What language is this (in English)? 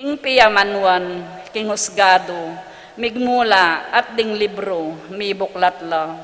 Pampanga